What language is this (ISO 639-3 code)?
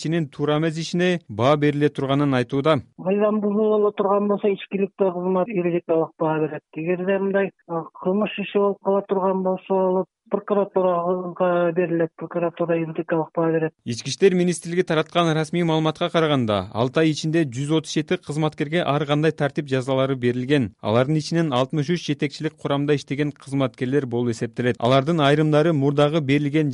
kir